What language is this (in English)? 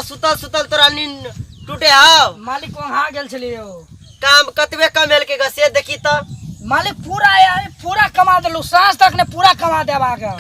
Maithili